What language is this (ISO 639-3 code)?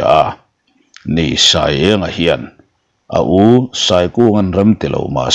lus